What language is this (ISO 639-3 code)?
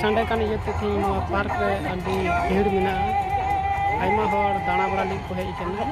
sat